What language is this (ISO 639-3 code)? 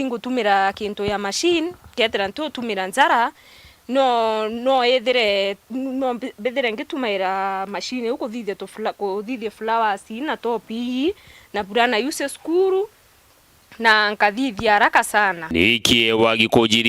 mer